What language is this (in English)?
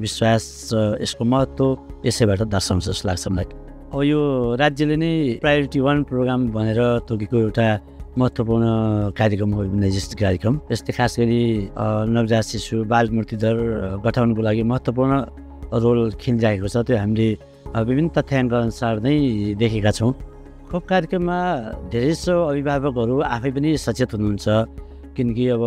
Nepali